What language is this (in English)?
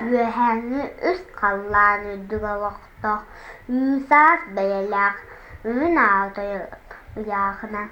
Yakut